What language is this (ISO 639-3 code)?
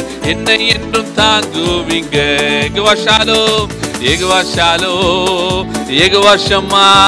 tam